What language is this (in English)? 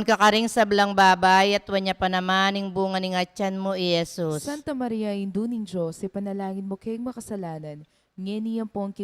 Pampanga